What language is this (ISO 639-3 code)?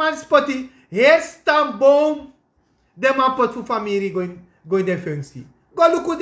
srn